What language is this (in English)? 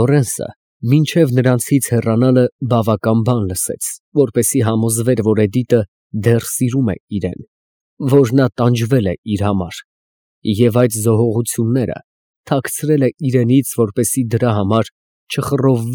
Armenian